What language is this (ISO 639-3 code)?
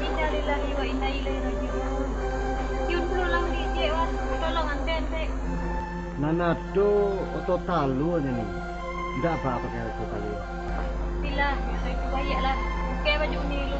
min